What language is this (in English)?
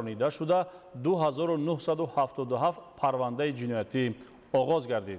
Tajik